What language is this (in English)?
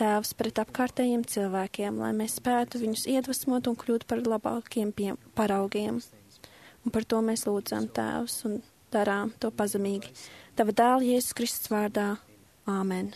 Latvian